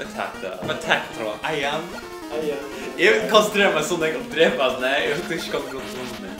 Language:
Faroese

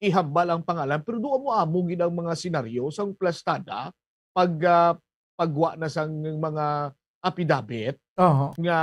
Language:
Hiligaynon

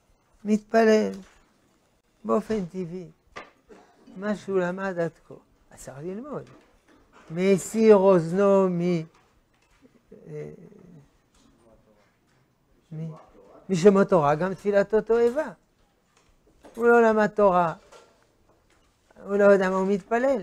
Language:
Hebrew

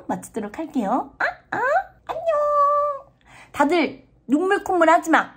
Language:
Korean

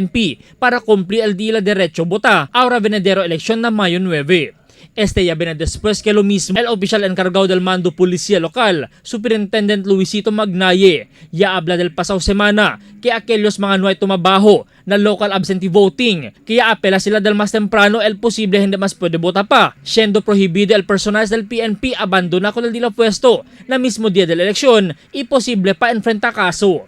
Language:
Chavacano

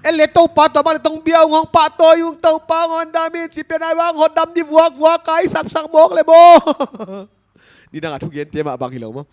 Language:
Paite Chin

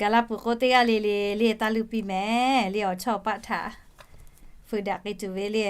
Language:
Lahu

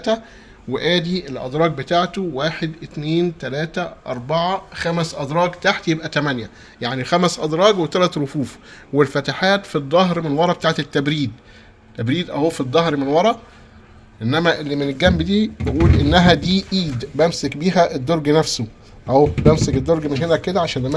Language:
Egyptian Arabic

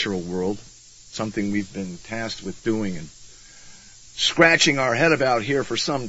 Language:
English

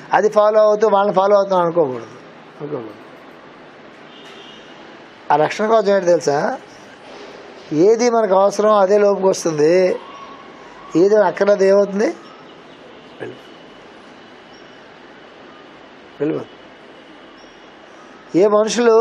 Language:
Telugu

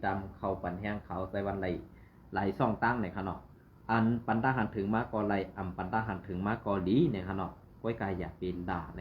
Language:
Shan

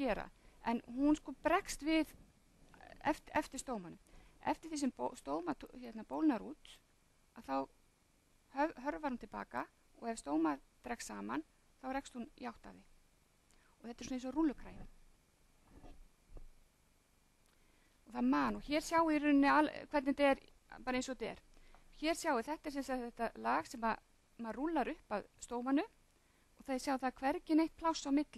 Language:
Icelandic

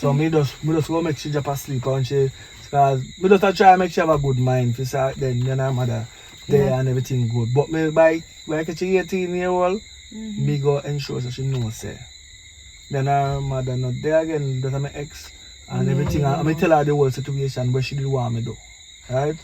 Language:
Jamaican Creole English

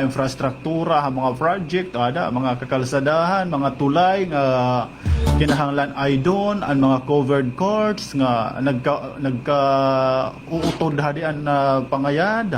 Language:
Waray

